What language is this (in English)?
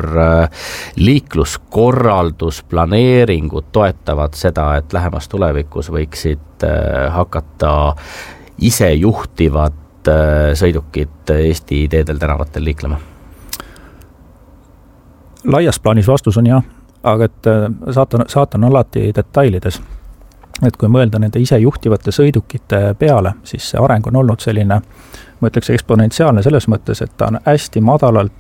Estonian